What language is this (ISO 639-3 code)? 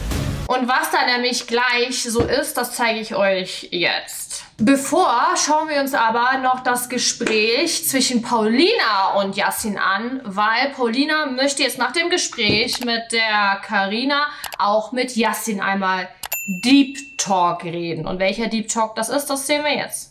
deu